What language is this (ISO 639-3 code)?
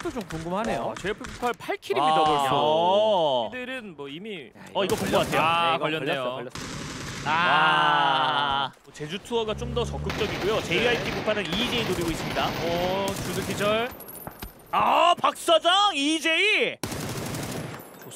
kor